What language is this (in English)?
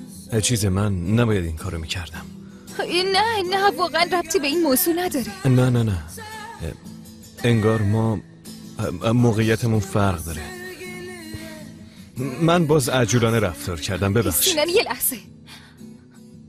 Persian